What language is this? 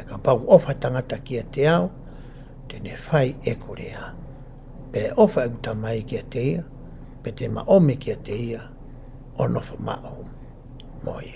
Tongan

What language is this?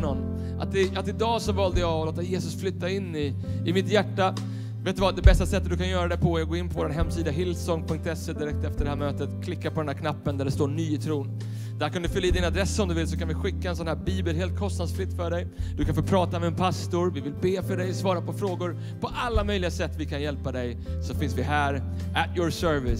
Swedish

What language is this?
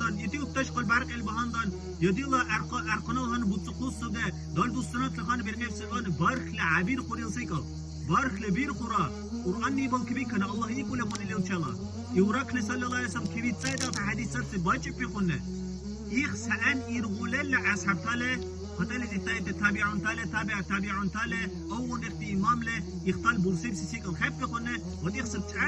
Dargwa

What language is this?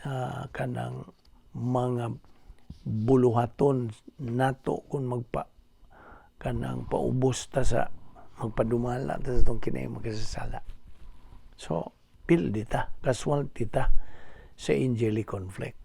Cebuano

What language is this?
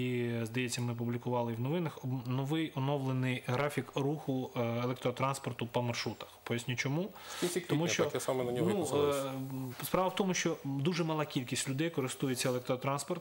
Ukrainian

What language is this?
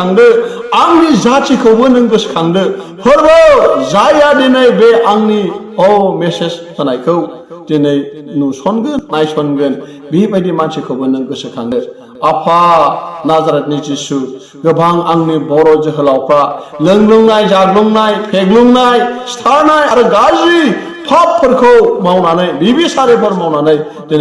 Bodo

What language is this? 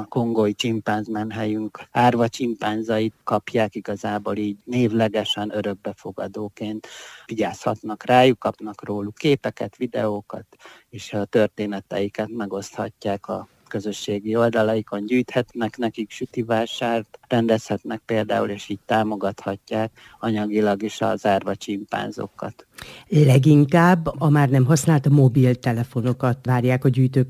Hungarian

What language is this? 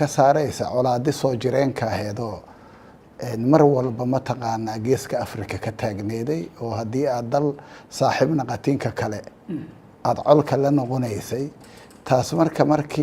Somali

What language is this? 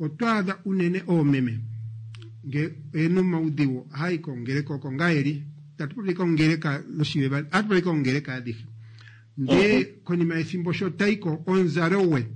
Kuanyama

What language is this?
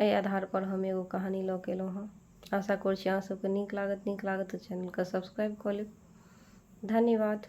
Maithili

